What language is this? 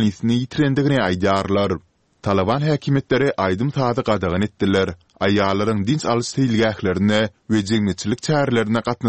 Turkmen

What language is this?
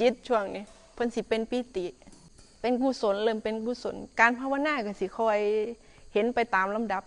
Northeastern Thai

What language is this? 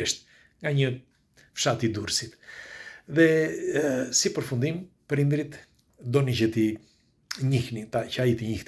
Albanian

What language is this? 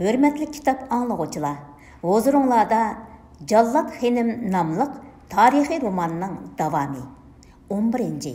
Uyghur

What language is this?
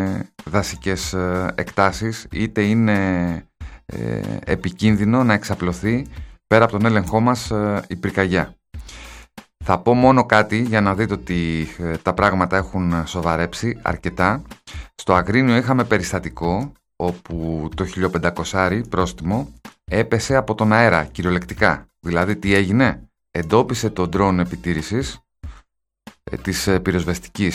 Greek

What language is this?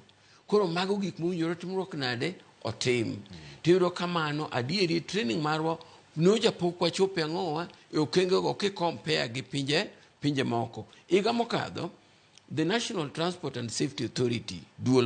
Luo (Kenya and Tanzania)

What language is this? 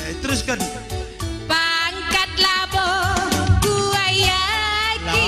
Batak Karo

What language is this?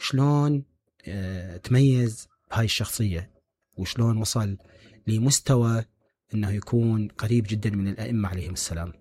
Mesopotamian Arabic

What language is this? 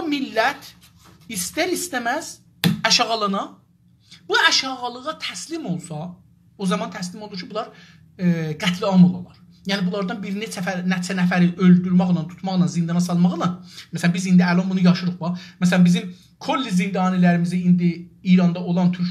South Azerbaijani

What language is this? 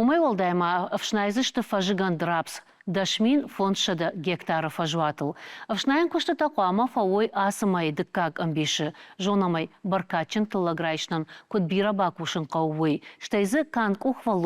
Ossetic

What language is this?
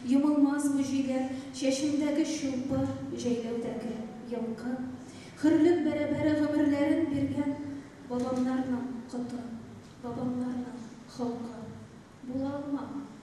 Tatar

